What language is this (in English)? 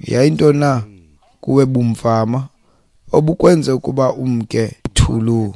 Xhosa